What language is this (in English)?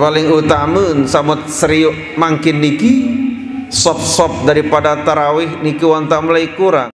Sasak